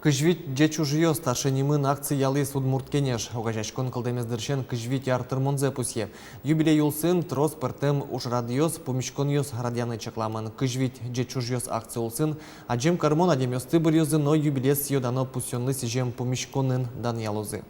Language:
Udmurt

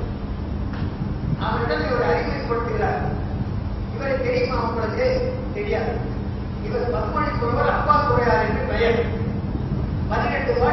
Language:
Tamil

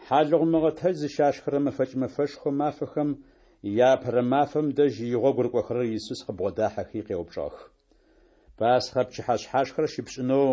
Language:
Adyghe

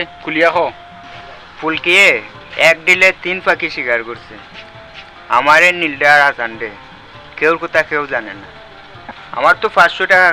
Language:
Sylheti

